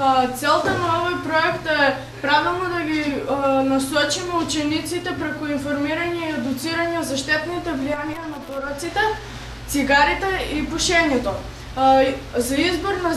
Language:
Macedonian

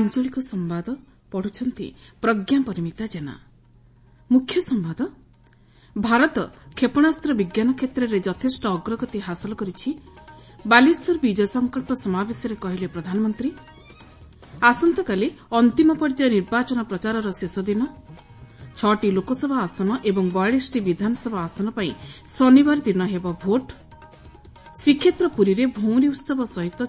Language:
Odia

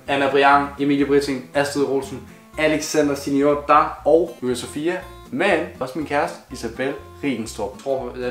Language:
Danish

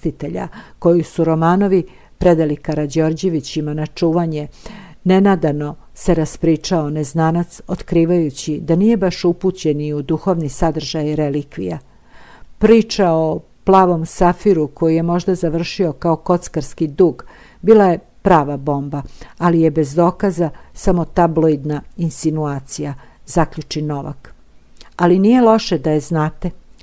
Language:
Serbian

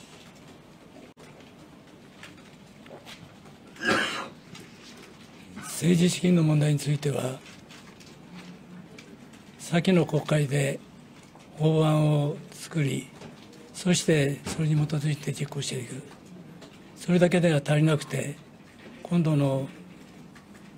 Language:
Japanese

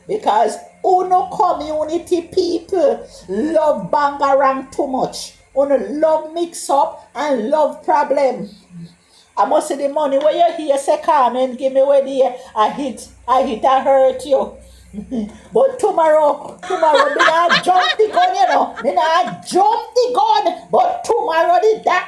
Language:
Jamaican Creole English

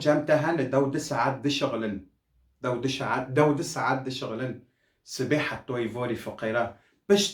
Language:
Kurdish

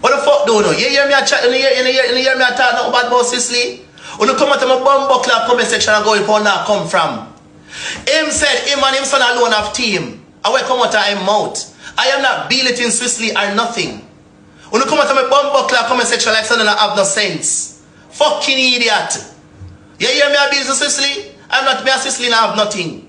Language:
Jamaican Creole English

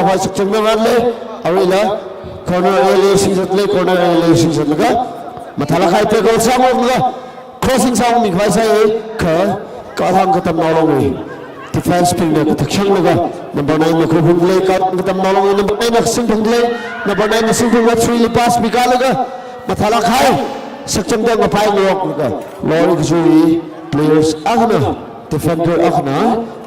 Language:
Tangkhul Naga (India)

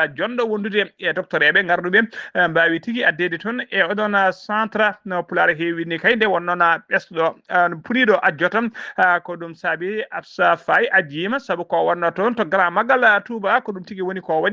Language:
Fula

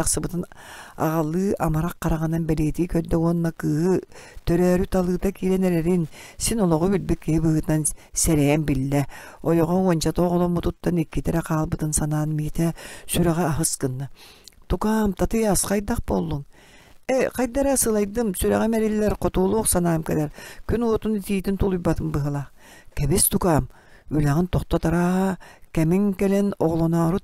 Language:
Yakut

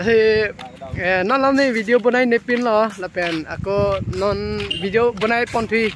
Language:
Karbi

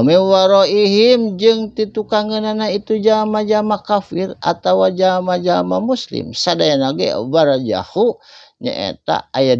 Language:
Sundanese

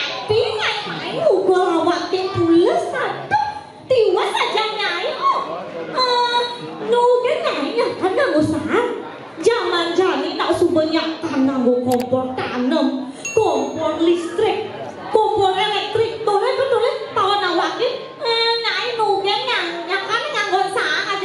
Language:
Balinese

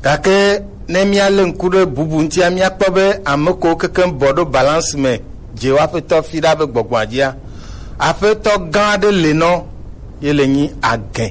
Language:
Gen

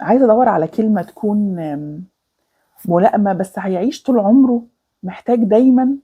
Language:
Egyptian Arabic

